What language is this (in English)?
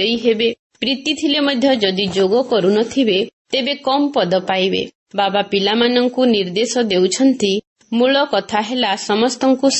Odia